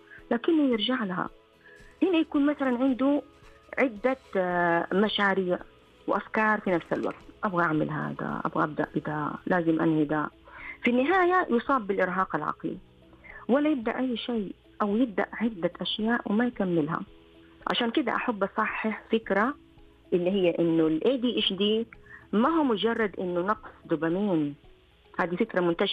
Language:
Najdi Arabic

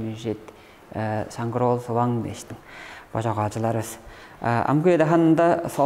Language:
Tuvinian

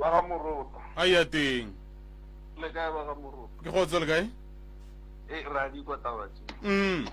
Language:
Northern Sotho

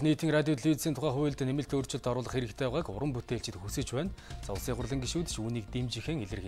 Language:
Mongolian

